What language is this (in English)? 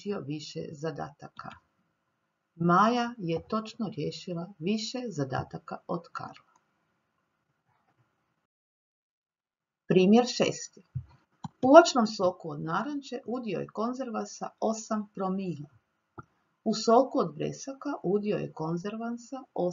Croatian